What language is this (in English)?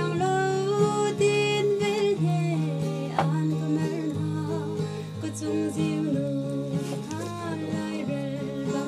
Hakha Chin